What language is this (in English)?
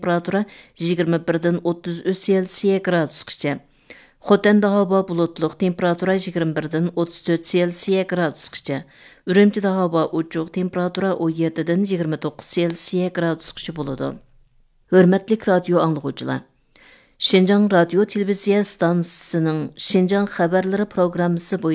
Uyghur